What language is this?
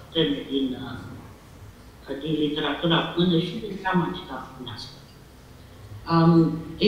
Romanian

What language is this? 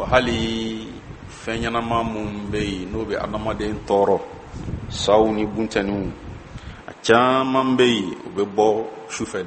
Bambara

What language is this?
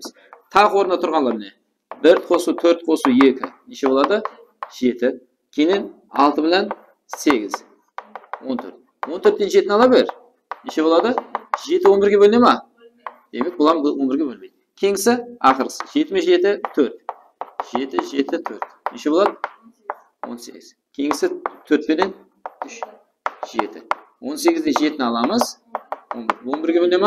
Kara-Kalpak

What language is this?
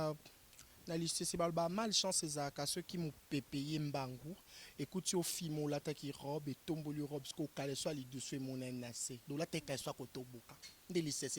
Lingala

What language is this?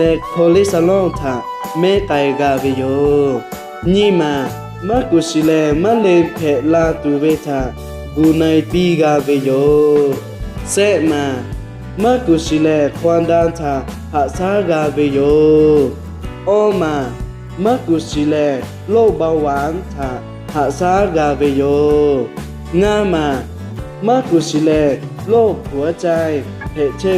Lahu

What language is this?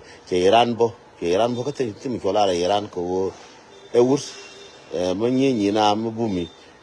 Nuer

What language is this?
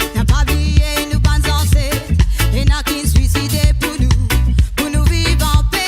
Morisyen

